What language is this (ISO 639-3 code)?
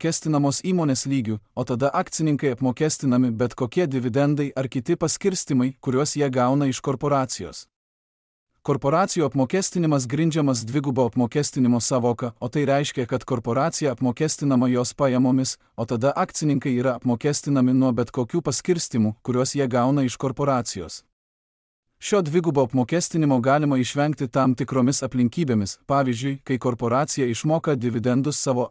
lit